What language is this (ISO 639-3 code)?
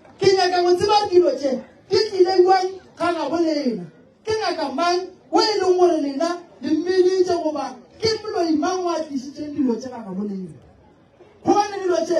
nso